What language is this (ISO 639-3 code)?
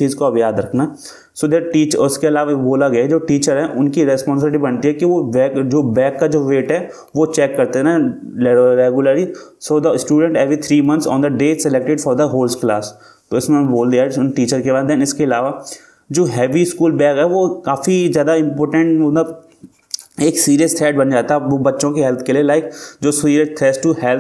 hin